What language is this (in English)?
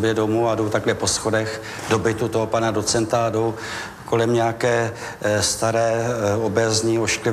Czech